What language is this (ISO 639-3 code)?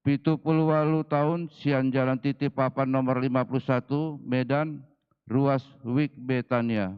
bbc